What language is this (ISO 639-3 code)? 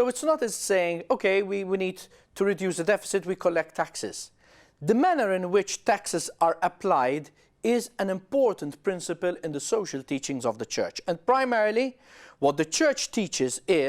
eng